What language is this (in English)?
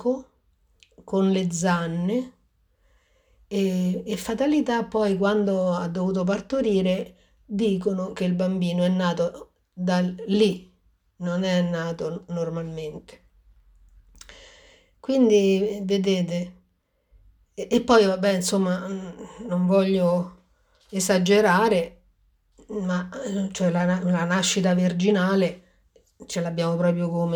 Italian